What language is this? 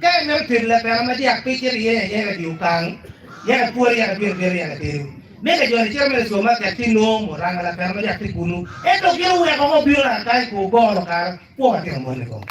Acoli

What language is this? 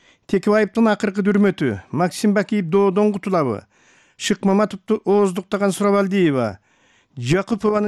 Kyrgyz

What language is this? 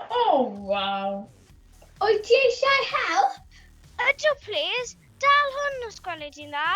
Welsh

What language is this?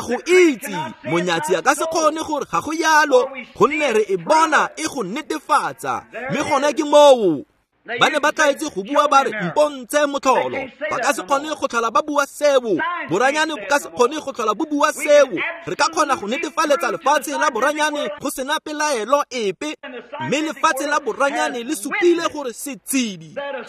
Tswana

